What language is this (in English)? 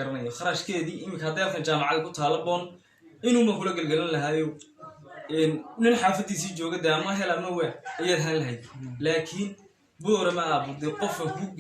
Somali